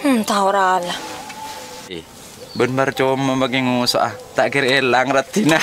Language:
Madurese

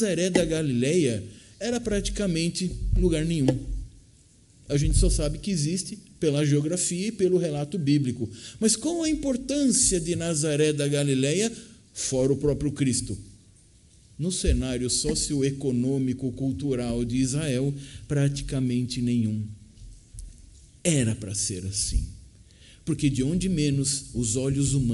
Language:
Portuguese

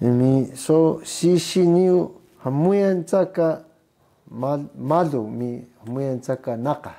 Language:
Taroko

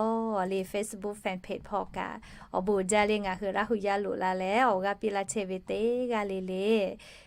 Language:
Lahu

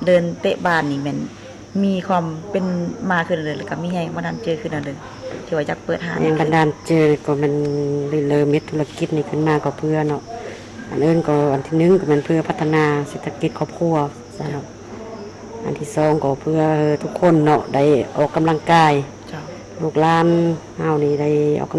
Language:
Lao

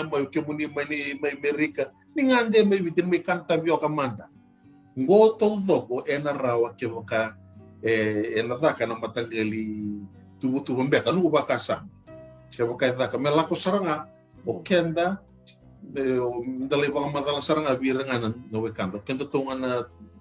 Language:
Fijian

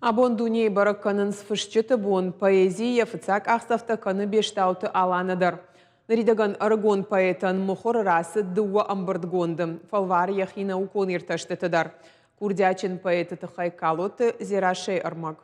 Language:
Ossetic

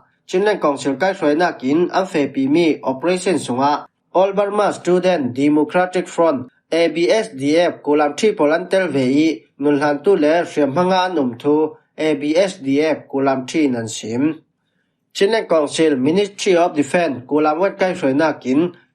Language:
Falam Chin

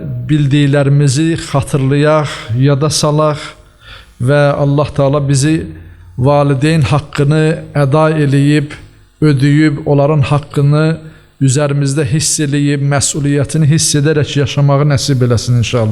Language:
Azerbaijani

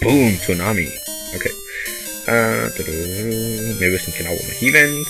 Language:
Swiss German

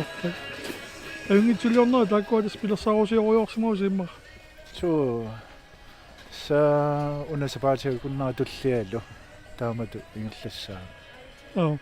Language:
Kalaallisut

